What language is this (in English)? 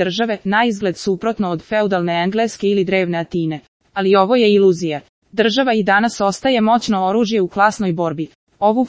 Croatian